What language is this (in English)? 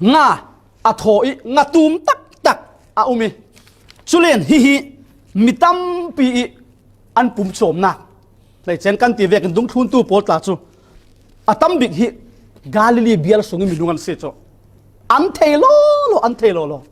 Falam Chin